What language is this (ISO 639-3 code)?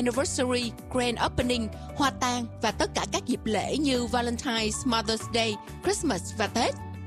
vie